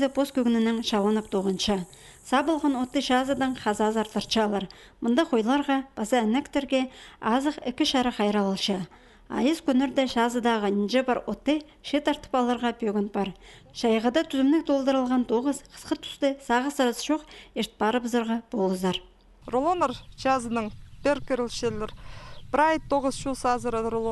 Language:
Khakas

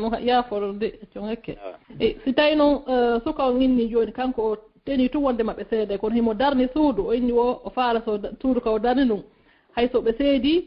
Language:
Fula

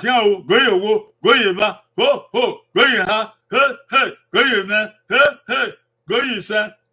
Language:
Bini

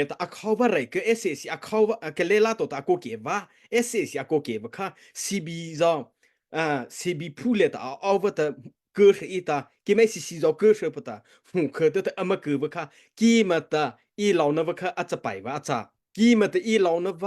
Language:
Mara Chin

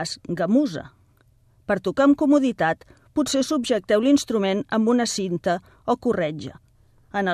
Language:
Catalan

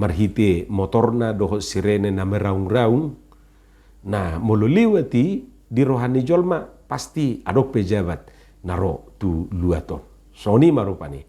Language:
Batak Toba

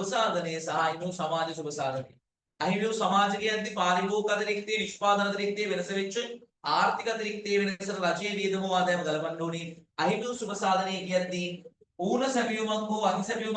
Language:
Sinhala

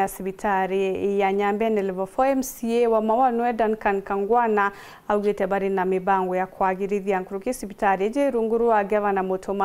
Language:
Meru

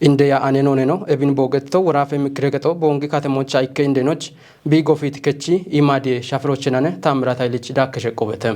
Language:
Kafa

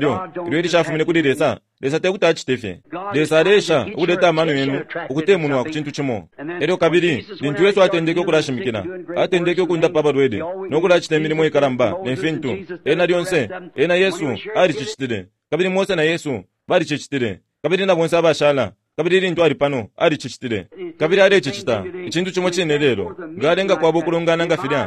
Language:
Bemba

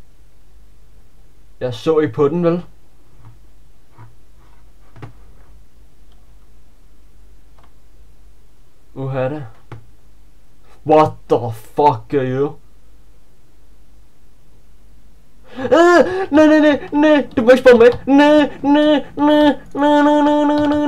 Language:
Danish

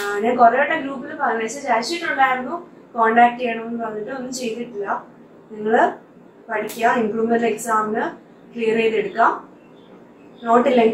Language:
Malayalam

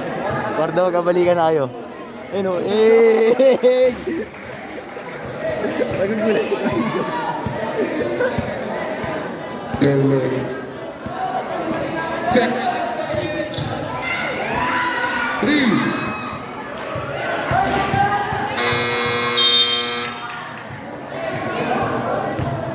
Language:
Filipino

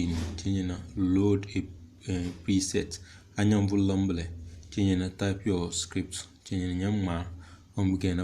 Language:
Tem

